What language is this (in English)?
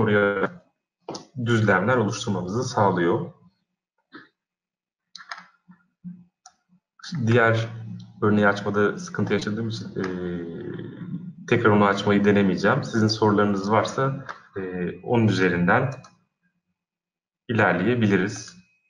Turkish